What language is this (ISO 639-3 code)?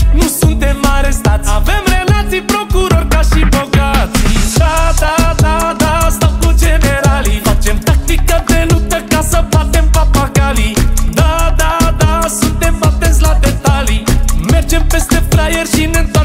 ron